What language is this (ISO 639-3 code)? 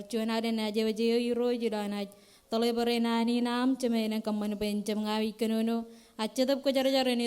mah